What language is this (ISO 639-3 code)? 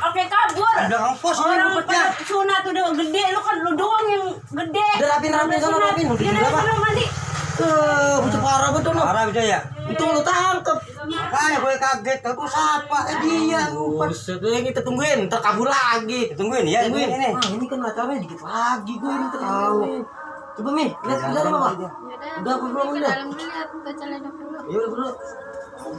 bew